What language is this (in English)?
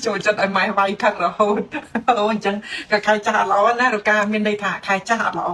Khmer